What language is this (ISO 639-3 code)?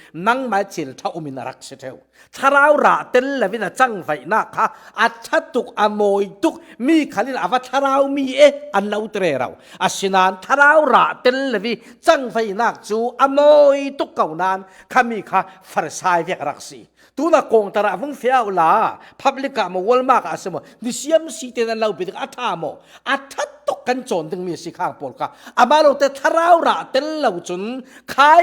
cfm